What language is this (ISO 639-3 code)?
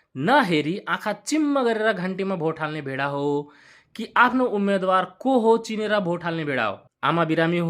nep